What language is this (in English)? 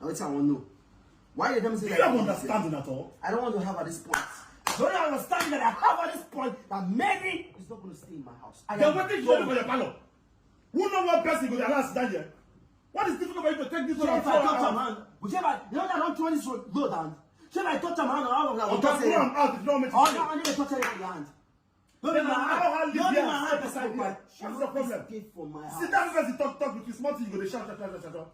Nigerian Pidgin